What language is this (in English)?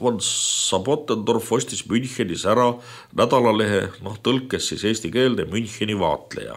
Estonian